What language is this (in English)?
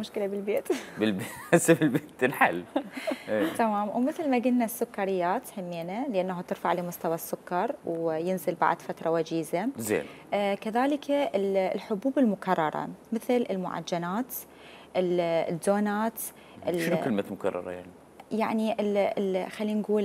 Mesopotamian Arabic